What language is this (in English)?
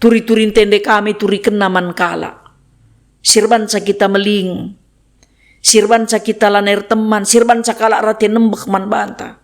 Batak Karo